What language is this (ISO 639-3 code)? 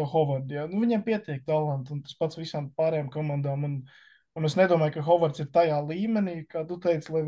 lav